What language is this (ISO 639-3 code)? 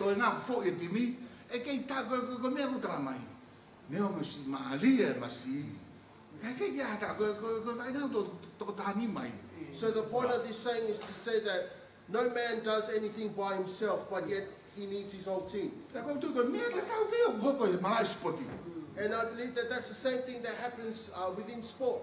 ton